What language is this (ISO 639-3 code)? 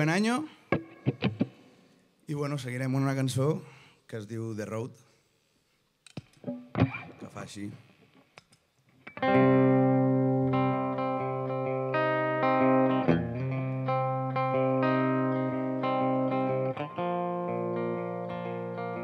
cat